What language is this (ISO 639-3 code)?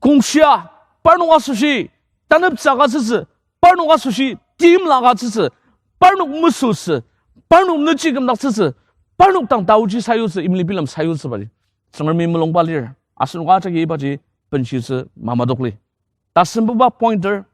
njo